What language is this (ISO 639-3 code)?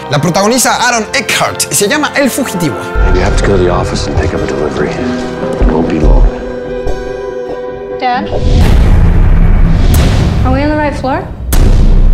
spa